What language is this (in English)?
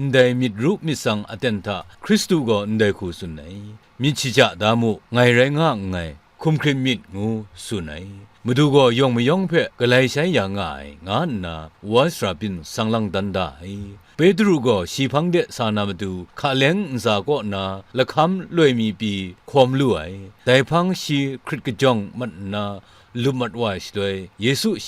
Kachin